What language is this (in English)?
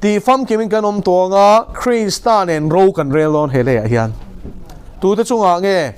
Mizo